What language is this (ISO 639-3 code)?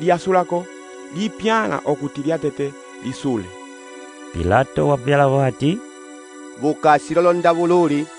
umb